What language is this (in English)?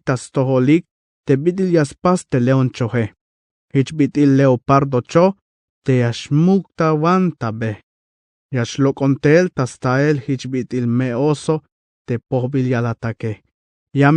Tzeltal